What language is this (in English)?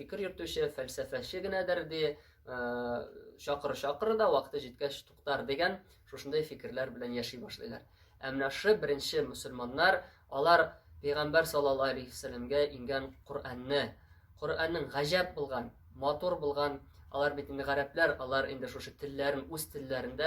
Tatar